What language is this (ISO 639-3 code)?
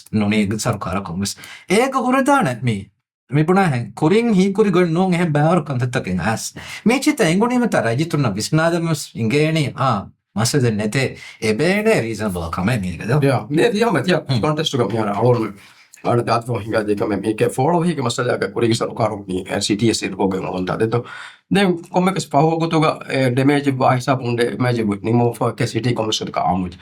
div